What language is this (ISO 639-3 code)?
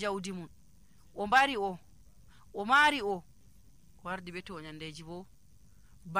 fuv